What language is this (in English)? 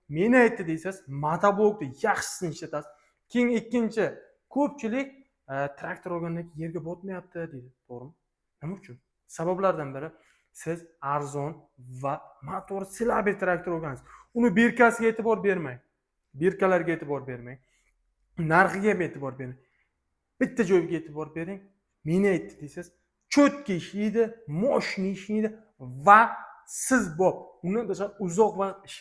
Uzbek